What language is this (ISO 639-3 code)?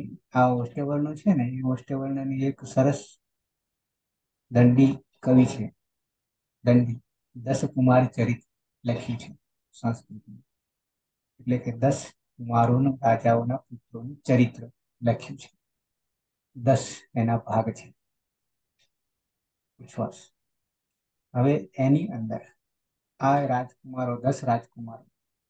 guj